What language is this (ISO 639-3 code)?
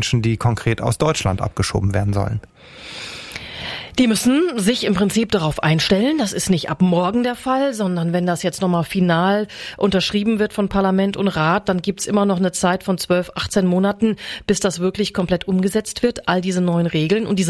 deu